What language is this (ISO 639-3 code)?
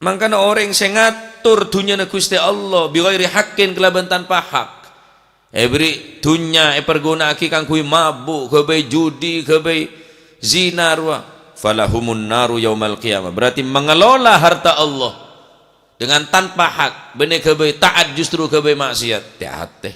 mad